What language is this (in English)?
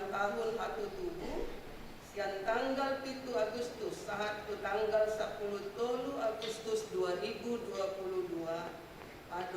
Batak Toba